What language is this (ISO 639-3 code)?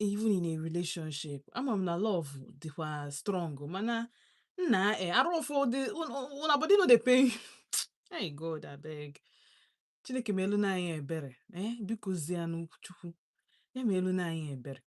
ibo